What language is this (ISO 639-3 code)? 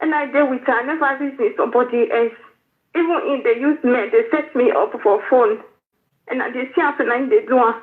pcm